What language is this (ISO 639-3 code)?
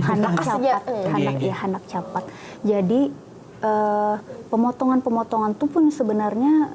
bjn